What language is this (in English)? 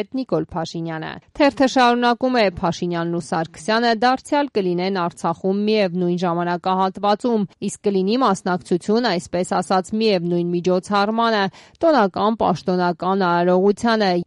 Armenian